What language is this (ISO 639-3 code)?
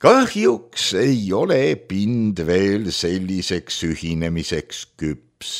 est